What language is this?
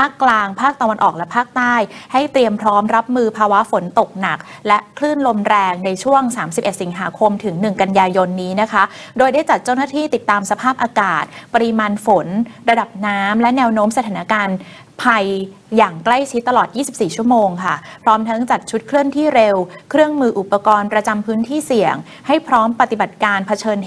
Thai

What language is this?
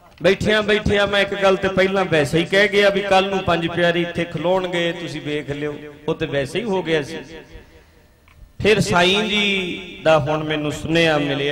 Punjabi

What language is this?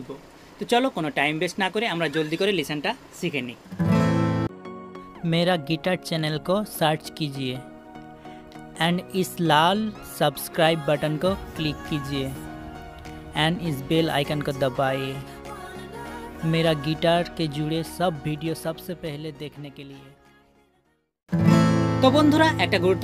Bangla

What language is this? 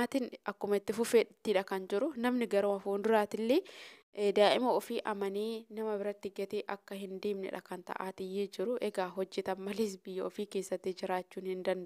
Oromo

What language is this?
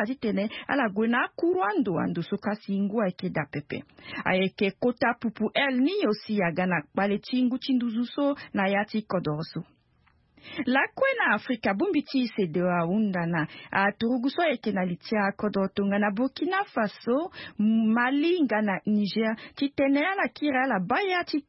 Sango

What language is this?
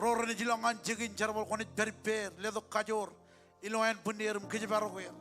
Marshallese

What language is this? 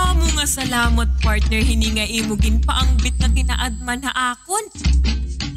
Waray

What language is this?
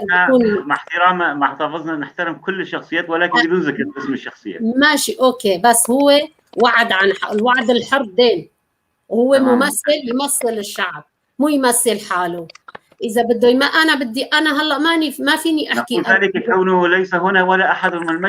North Levantine Arabic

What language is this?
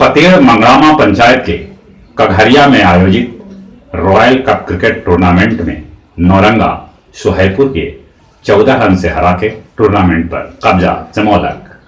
Magahi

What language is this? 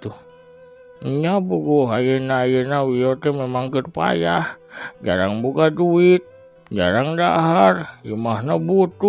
Sundanese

